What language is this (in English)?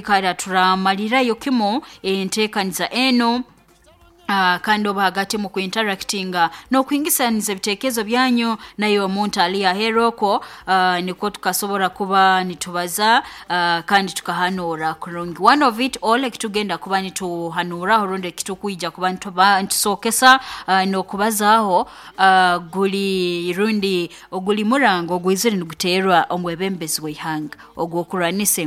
Nyoro